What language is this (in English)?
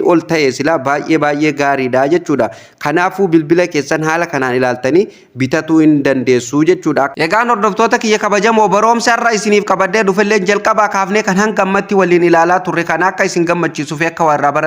Oromo